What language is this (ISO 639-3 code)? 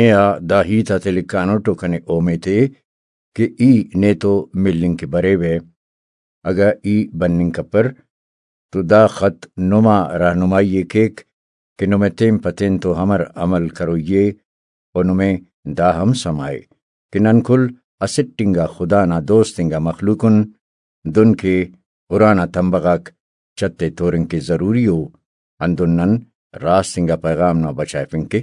brh